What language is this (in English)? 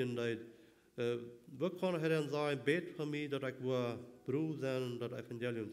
Plautdietsch